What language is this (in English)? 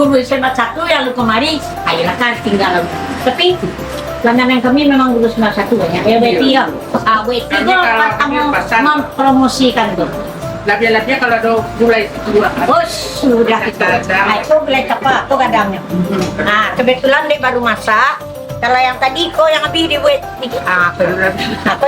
Minangkabau